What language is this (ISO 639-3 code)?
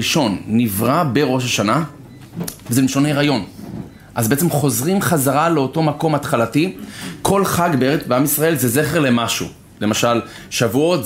heb